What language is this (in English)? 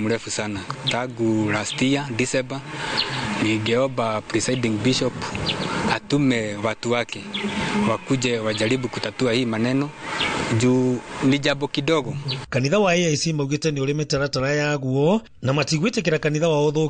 Kikuyu